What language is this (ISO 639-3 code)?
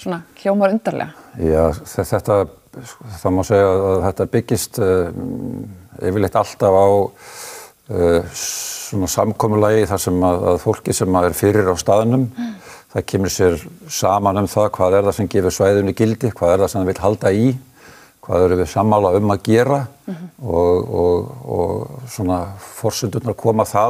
isl